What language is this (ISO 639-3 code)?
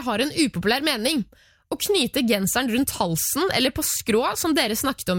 nor